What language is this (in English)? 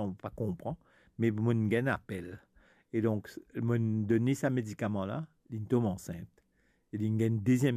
Morisyen